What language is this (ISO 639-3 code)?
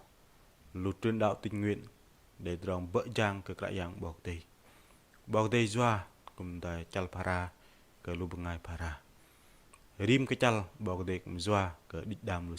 bdq